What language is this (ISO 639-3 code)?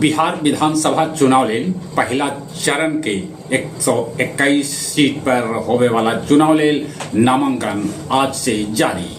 mag